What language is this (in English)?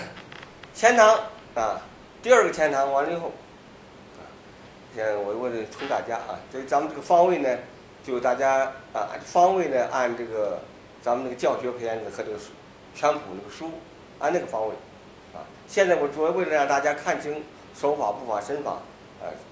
Chinese